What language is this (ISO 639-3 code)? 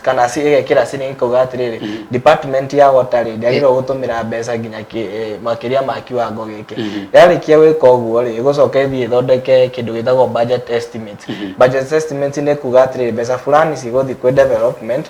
kik